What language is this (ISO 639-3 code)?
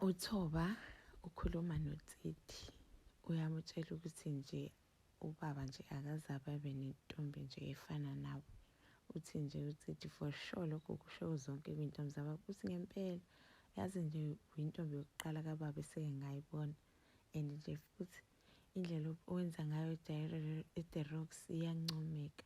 zul